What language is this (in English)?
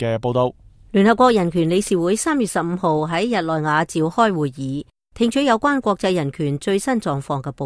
Cantonese